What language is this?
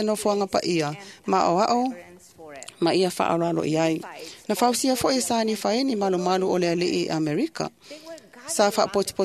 Samoan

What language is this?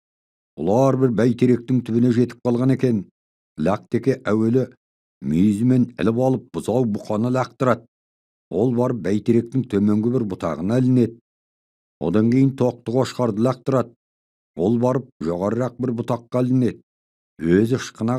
Kazakh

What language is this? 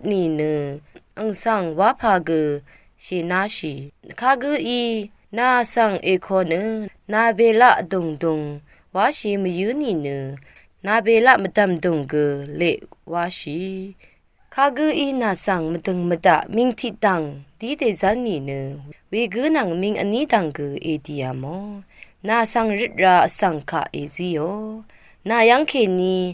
Rawang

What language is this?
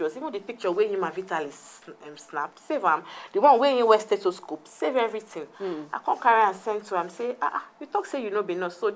Nigerian Pidgin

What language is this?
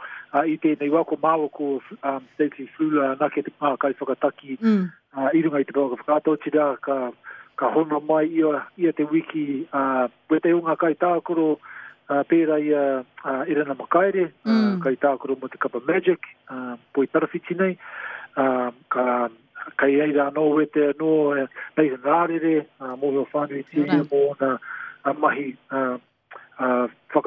Māori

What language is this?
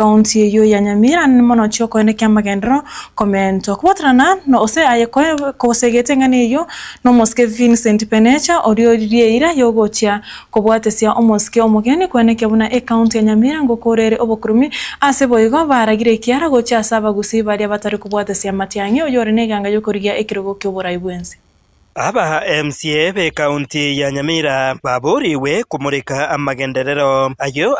Gusii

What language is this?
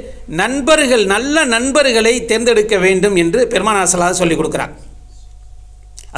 Tamil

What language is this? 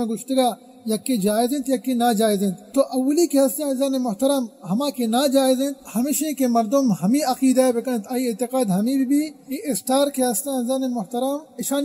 Baluchi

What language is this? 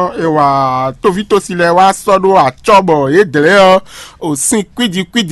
Fon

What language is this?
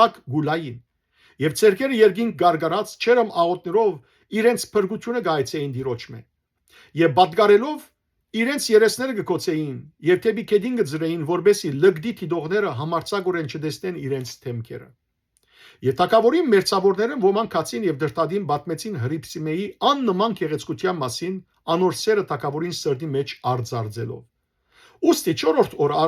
Western Armenian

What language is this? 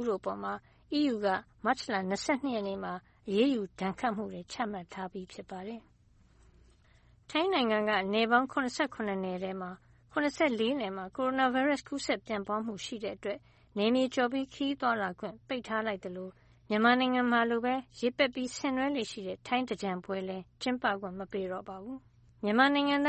Burmese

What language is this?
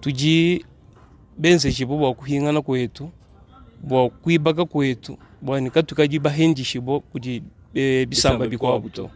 Luba-Lulua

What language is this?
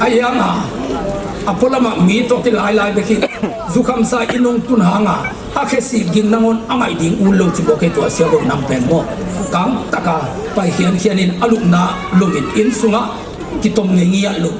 Tedim Chin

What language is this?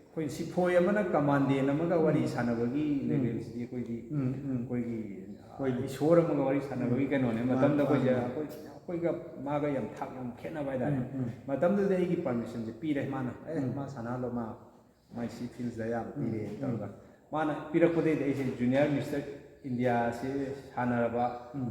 Manipuri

